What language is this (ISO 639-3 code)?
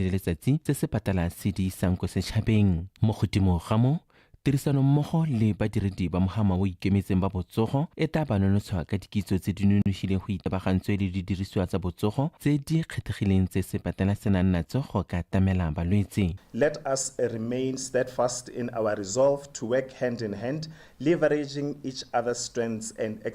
tsn